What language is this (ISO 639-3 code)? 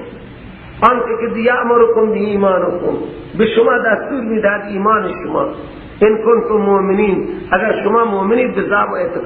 fas